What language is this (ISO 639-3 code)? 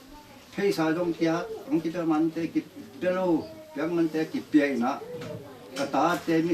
ctd